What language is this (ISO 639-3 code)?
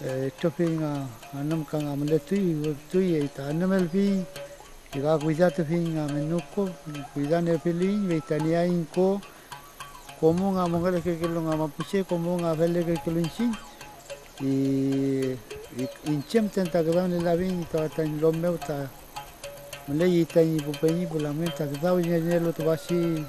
arn